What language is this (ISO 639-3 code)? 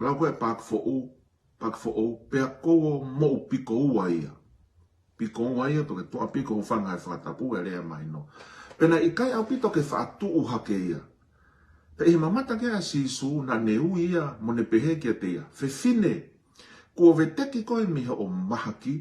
ton